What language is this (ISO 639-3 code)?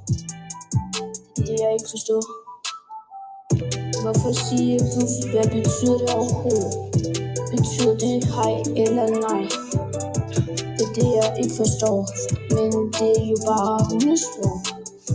dan